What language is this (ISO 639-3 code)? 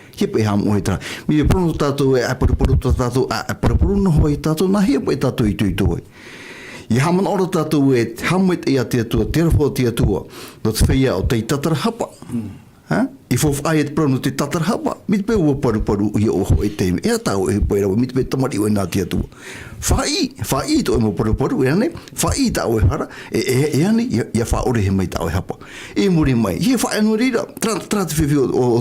tah